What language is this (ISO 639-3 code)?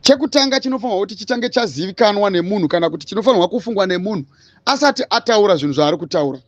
sna